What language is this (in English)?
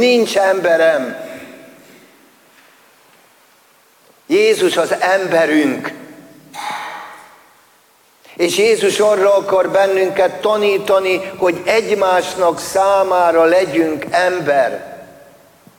Hungarian